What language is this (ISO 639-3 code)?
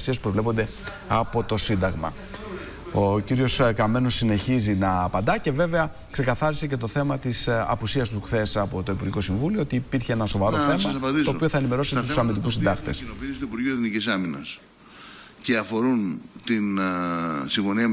ell